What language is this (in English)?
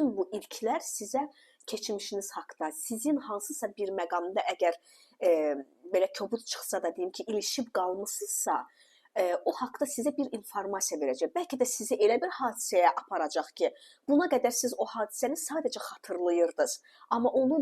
Azerbaijani